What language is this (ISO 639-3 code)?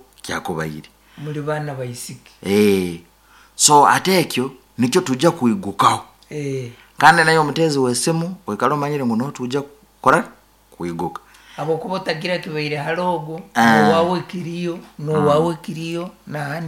nyn